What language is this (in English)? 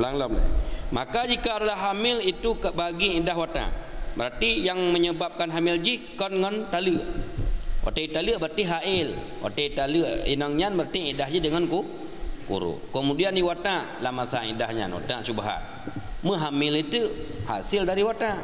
Achinese